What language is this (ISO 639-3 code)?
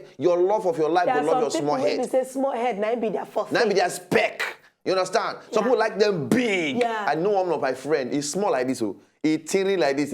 pcm